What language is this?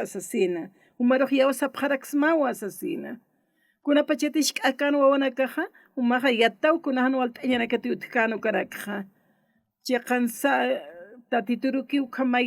Aymara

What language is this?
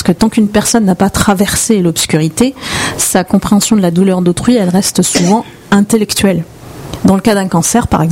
French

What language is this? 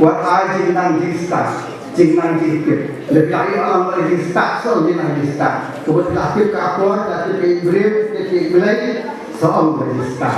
Khasi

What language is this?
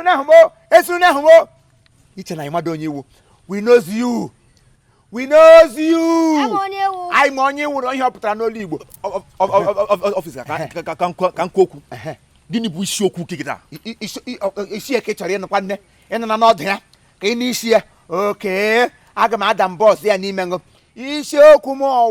Igbo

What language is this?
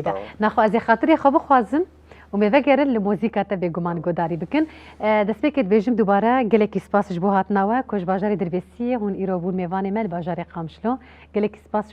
Kurdish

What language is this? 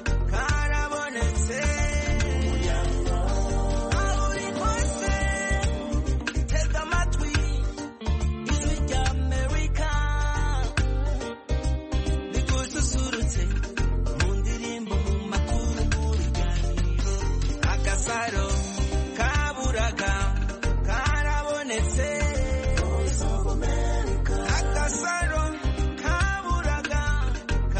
Kinyarwanda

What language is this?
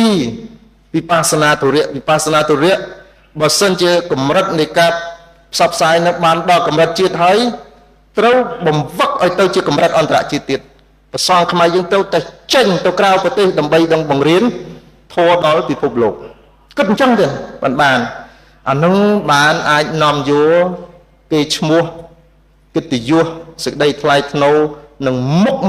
Khmer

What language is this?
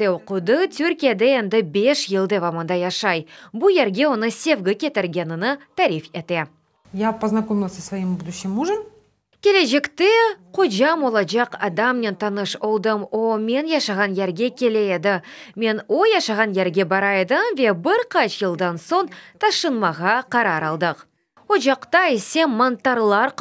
Crimean Tatar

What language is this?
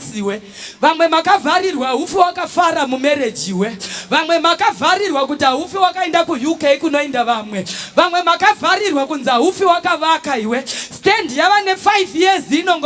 Shona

